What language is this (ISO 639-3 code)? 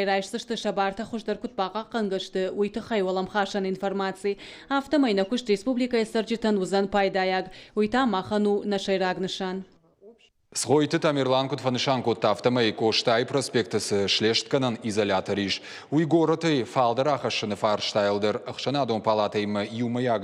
oss